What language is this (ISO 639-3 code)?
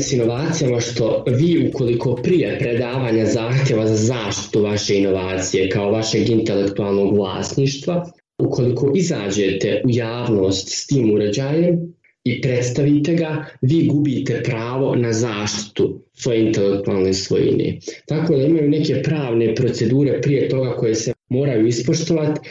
bos